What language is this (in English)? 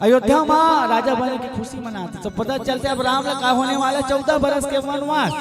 Chhattisgarhi